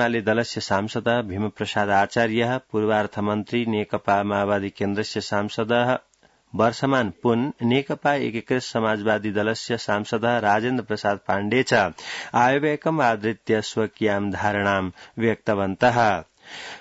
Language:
Sanskrit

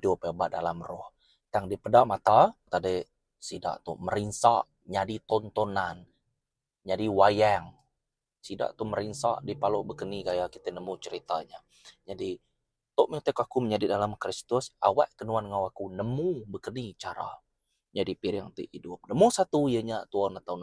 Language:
Iban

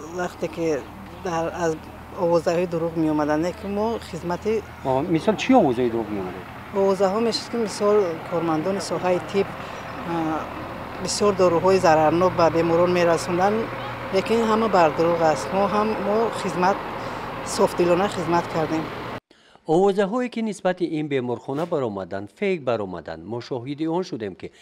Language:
Tajik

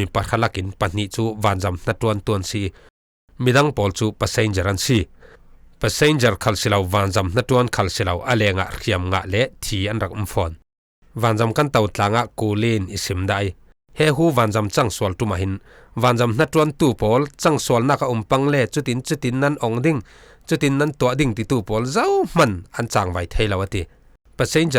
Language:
Falam Chin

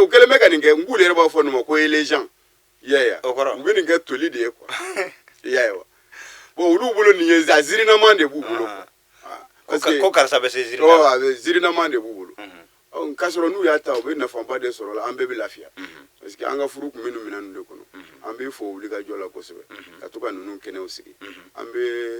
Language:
Bambara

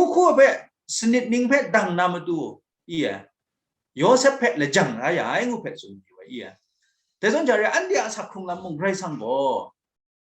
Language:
Kachin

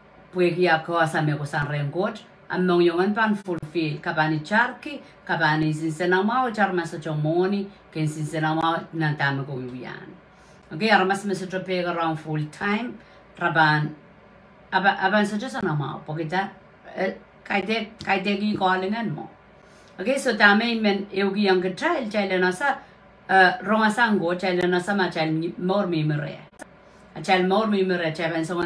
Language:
Pohnpeian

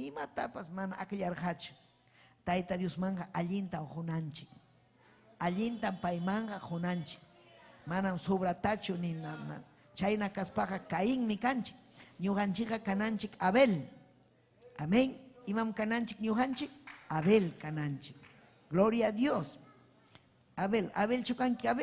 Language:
Ayacucho Quechua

